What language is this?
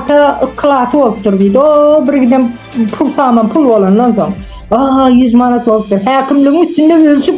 Turkmen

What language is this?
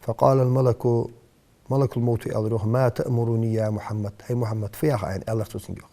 Ingush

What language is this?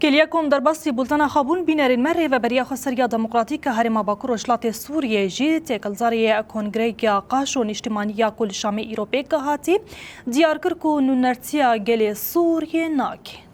Kurdish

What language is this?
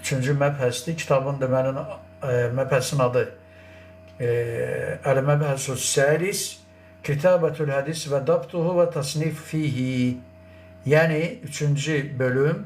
Azerbaijani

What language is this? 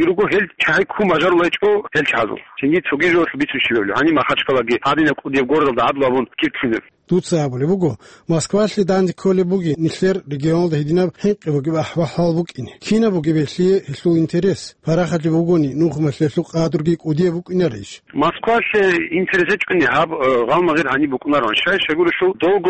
Avaric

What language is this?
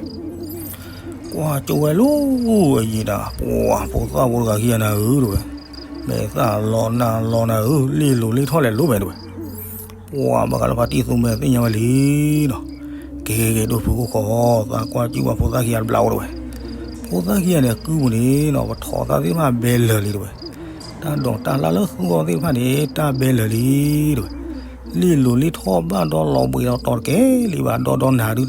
S'gaw Karen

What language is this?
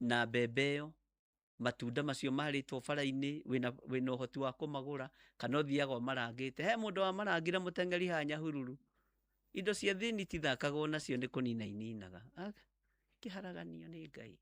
Kikuyu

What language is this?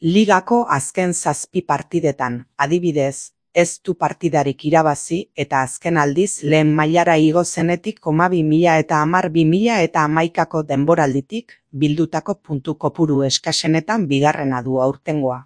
Basque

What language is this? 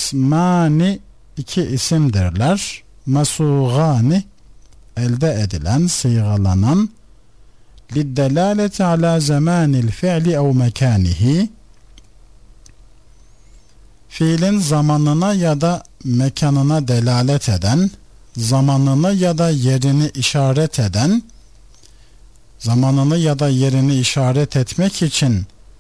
Turkish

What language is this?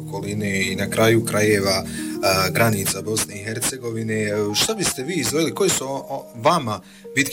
Bosnian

